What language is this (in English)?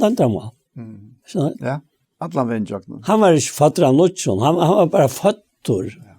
Faroese